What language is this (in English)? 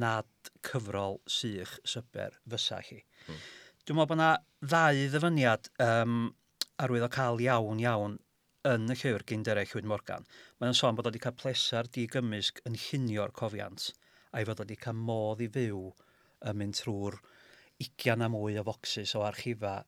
Welsh